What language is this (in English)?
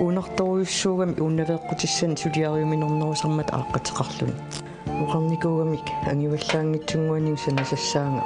Kalaallisut